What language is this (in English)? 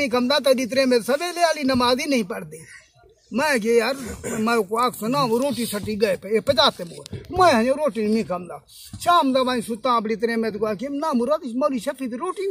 Saraiki